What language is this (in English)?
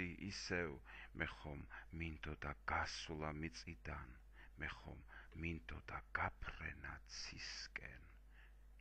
Georgian